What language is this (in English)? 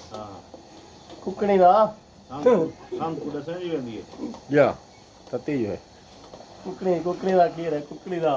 Saraiki